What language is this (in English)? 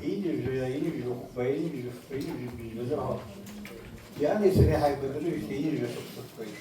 Abkhazian